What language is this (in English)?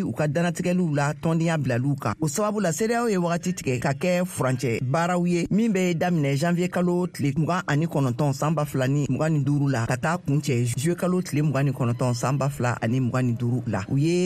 Bambara